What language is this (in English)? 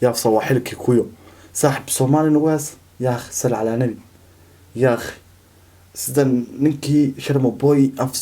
Somali